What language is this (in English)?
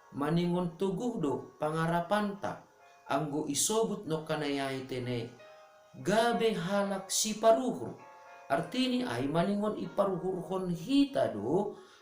Batak Simalungun